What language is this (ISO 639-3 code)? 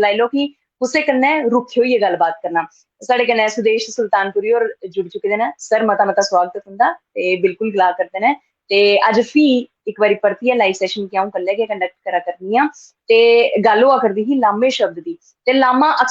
doi